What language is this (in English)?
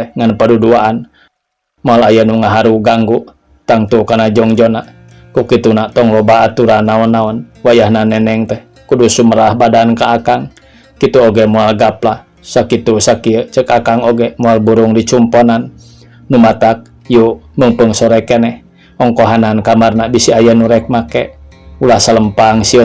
Sundanese